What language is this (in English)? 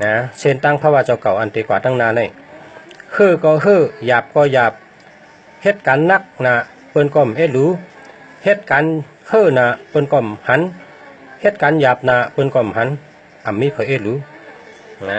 Shan